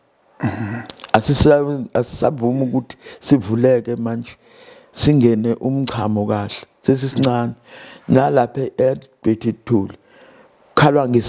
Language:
Zulu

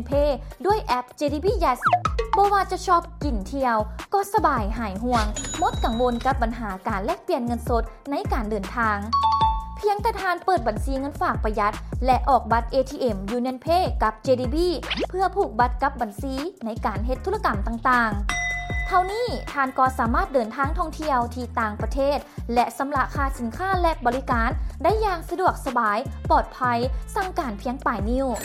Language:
Lao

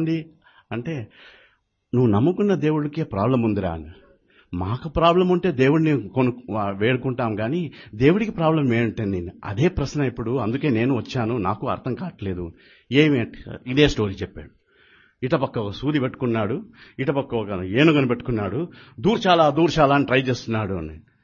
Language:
Telugu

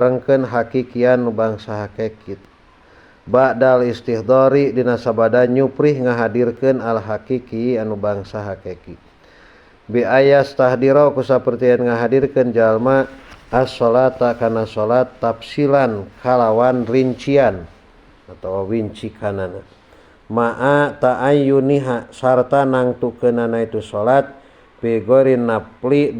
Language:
Sundanese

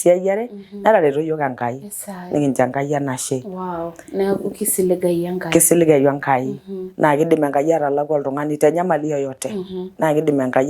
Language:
Masai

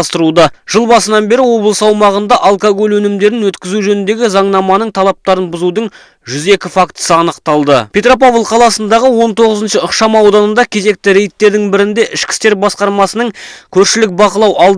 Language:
Kazakh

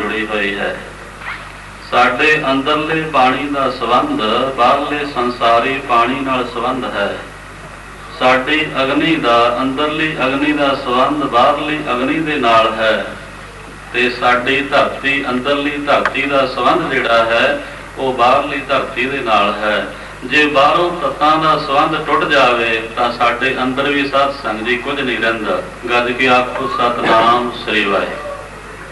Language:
Punjabi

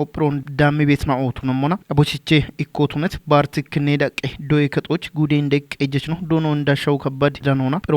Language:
Kafa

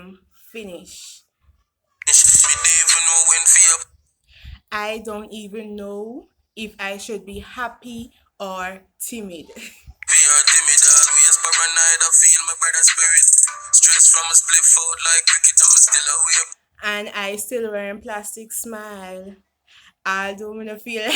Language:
Jamaican Creole English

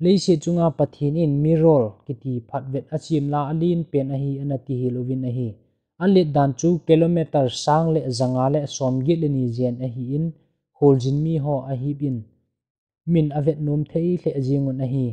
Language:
Thado Chin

